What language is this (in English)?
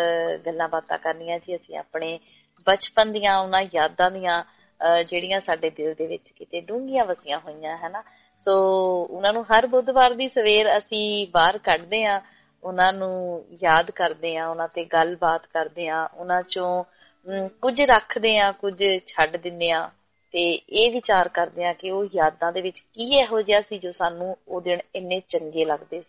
Punjabi